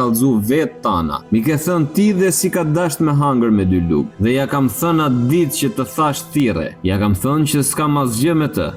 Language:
Albanian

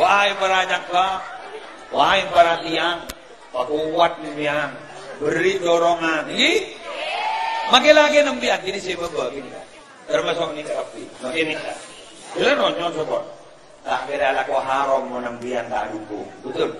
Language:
Madurese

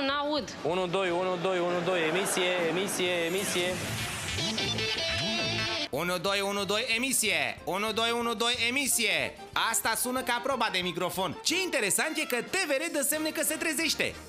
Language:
Romanian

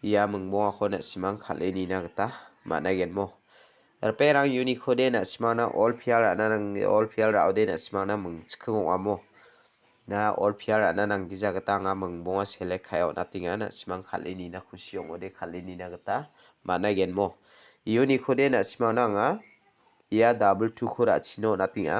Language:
Garo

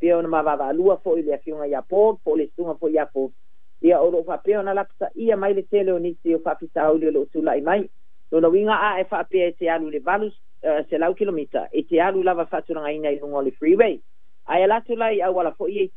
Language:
Samoan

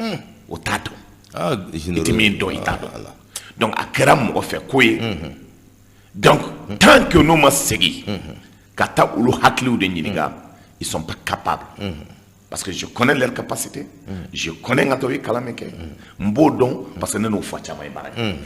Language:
Bambara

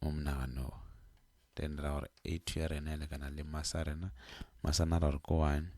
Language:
Northern Sotho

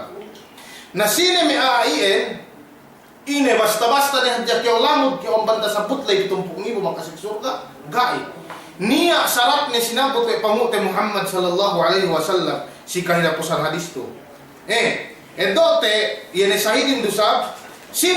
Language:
Yakan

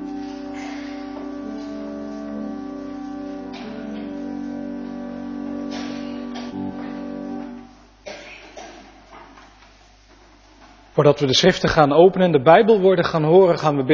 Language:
Dutch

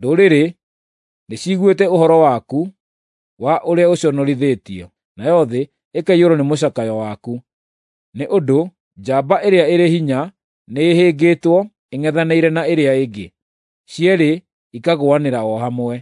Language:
Kikuyu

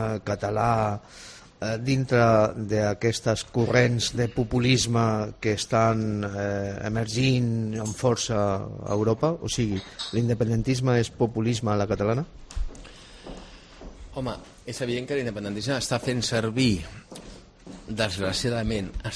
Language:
Catalan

